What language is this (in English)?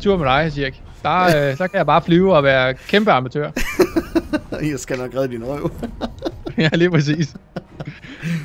Danish